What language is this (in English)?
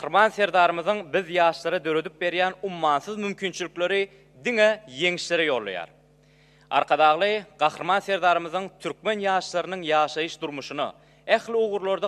Turkmen